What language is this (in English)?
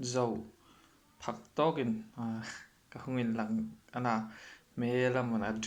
Hmar